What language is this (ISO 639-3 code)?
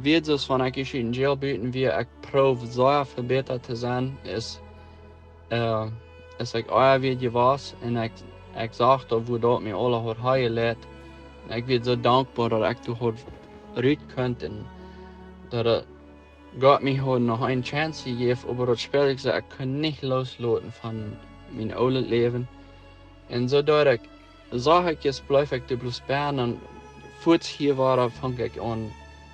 pdt